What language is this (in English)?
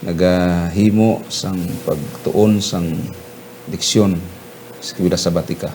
Hiligaynon